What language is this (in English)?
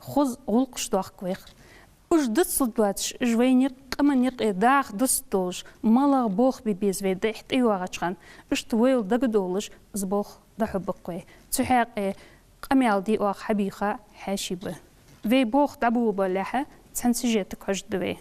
Ingush